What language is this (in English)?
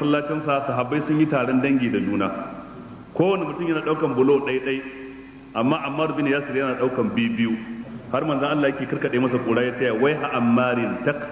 Hausa